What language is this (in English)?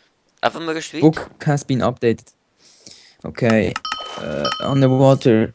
Swiss German